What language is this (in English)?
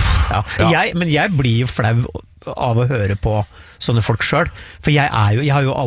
Norwegian